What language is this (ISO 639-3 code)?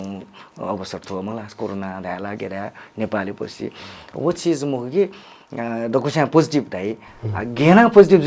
new